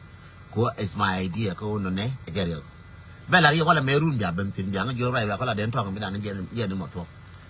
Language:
Nuer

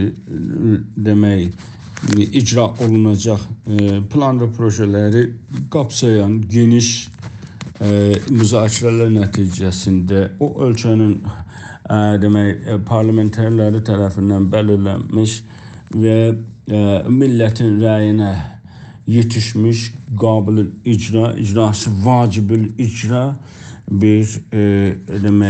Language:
South Azerbaijani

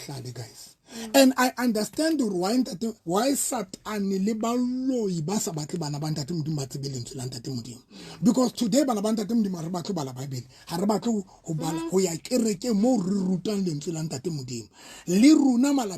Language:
Southern Sotho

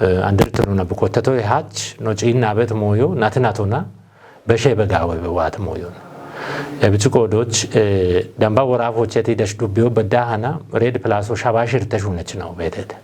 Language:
Kafa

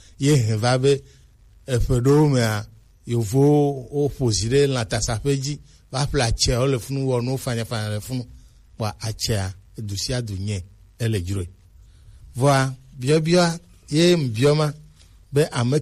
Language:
Gen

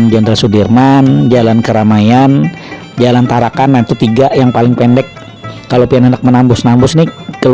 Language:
Banjar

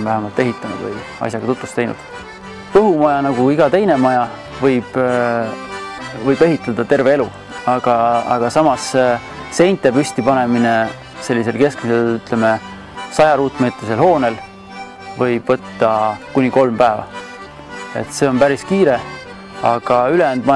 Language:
Estonian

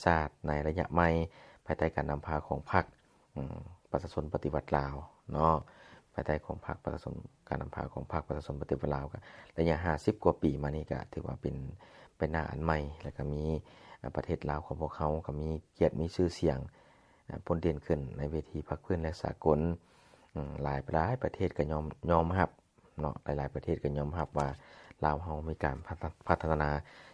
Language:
Lao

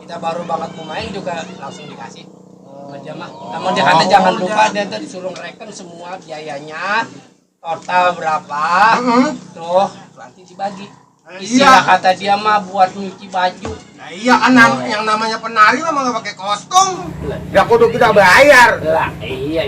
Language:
Betawi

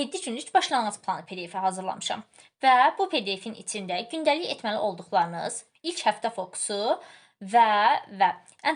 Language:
Azerbaijani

